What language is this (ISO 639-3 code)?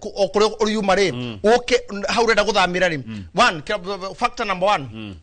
kik